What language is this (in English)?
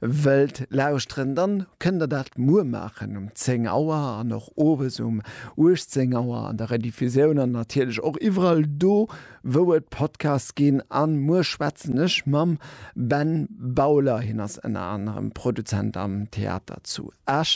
Luxembourgish